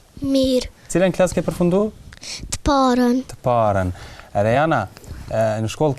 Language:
Albanian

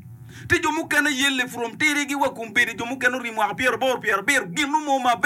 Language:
Acoli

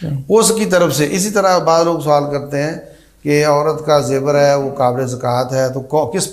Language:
Urdu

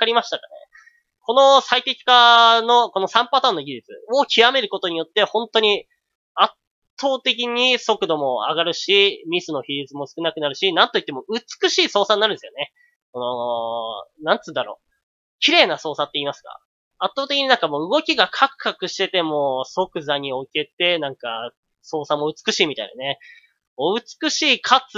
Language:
Japanese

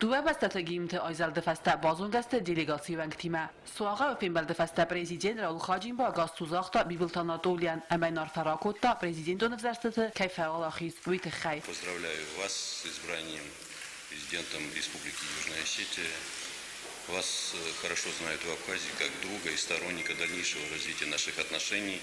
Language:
Ossetic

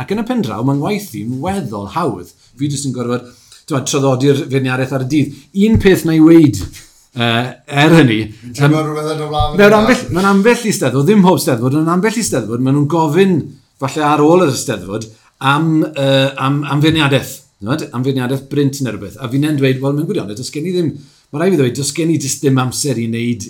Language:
Welsh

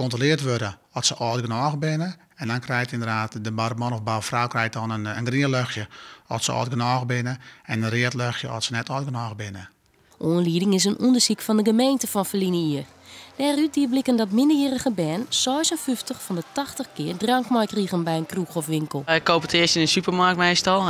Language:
Western Frisian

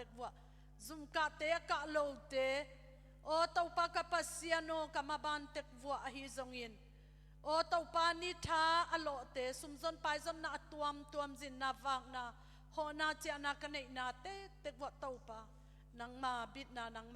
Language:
Tedim Chin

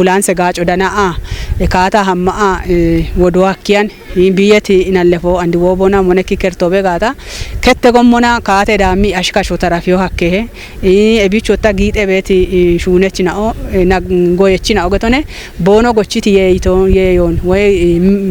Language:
Kafa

